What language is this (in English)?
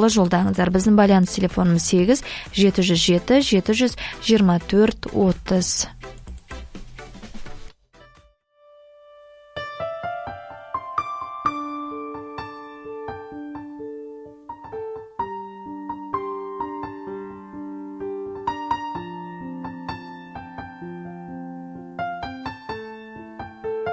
Kazakh